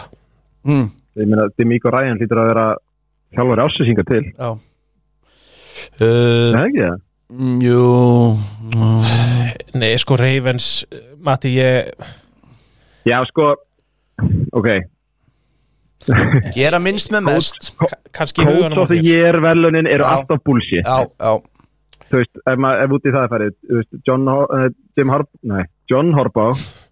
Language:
Icelandic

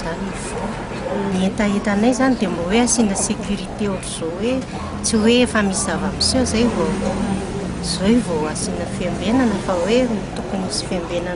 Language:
Malagasy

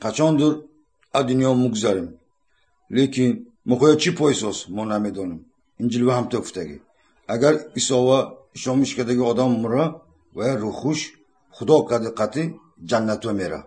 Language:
Tajik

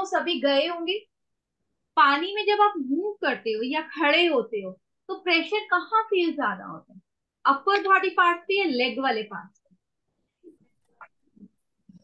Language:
Hindi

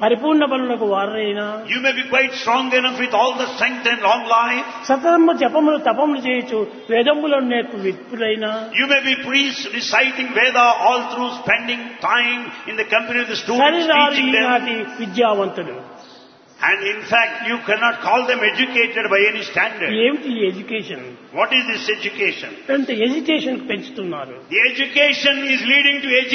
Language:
Telugu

